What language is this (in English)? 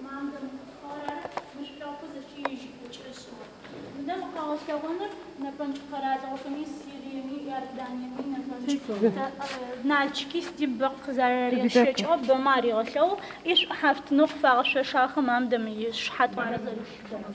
Adyghe